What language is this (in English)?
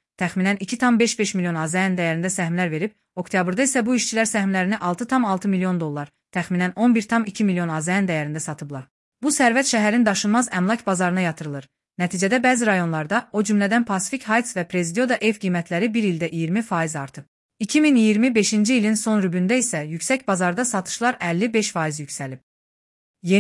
Azerbaijani